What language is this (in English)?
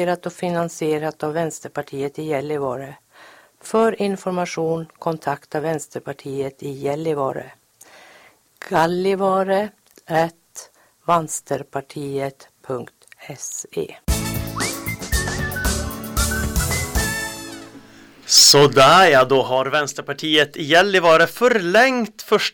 Swedish